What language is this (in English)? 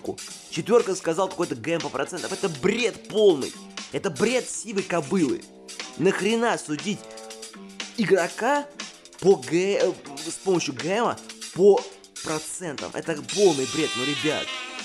Russian